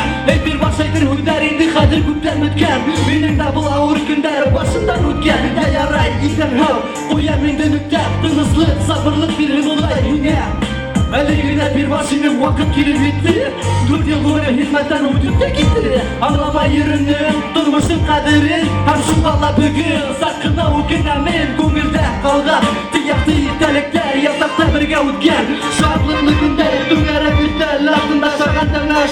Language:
Bashkir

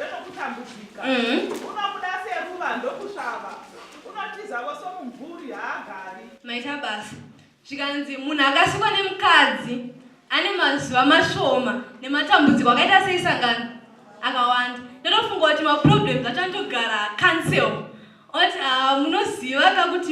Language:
Shona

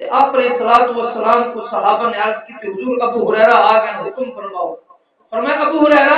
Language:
Saraiki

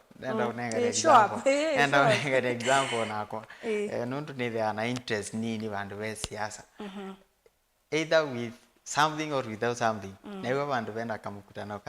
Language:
Kamba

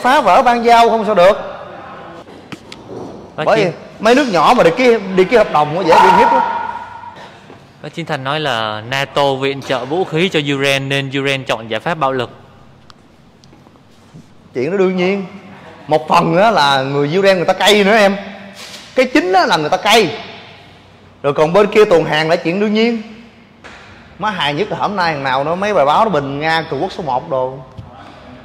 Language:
Vietnamese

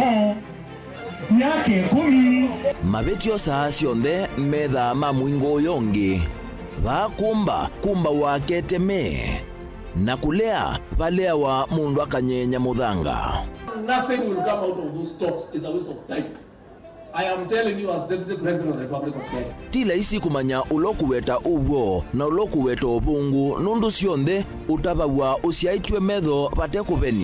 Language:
Kamba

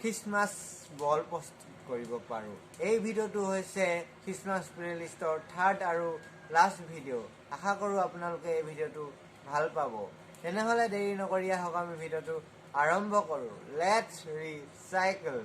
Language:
Assamese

